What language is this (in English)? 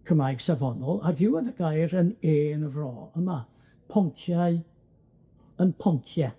Welsh